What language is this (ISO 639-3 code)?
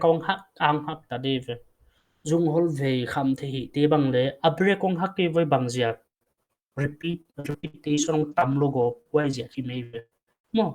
pck